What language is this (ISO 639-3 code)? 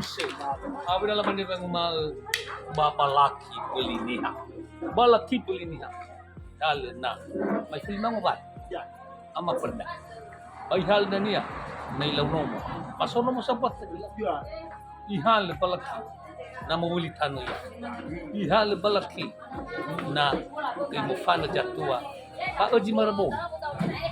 nia